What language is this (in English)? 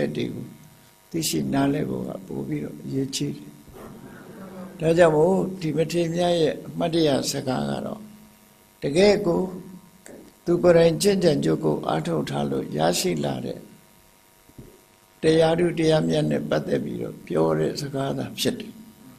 Burmese